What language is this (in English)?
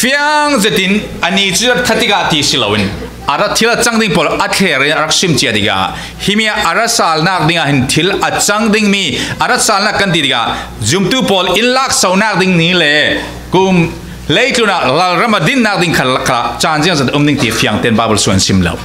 Falam Chin